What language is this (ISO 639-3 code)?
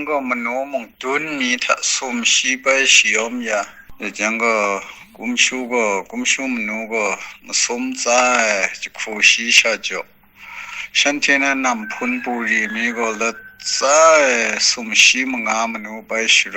kac